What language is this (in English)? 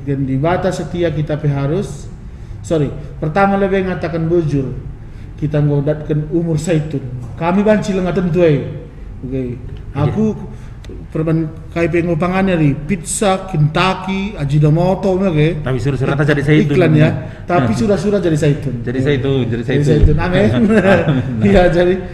Batak Karo